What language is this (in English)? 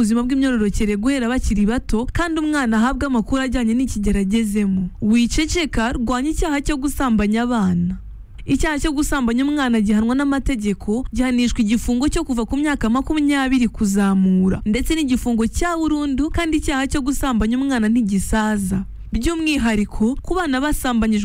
Kinyarwanda